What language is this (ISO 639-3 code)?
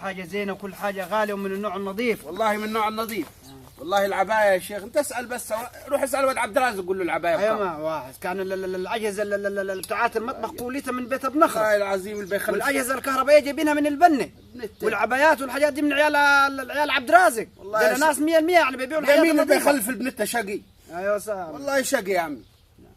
arz